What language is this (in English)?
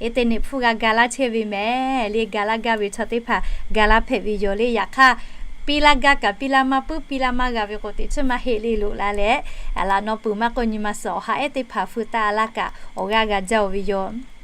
Lahu